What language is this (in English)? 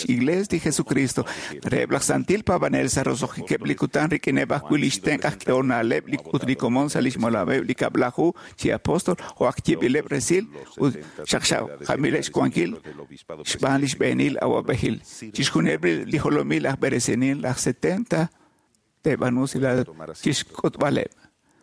Kekchí